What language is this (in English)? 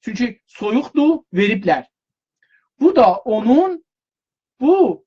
South Azerbaijani